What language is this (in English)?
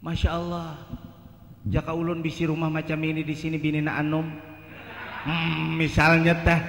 Banjar